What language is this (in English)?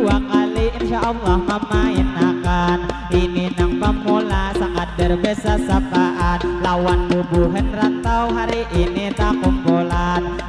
Banjar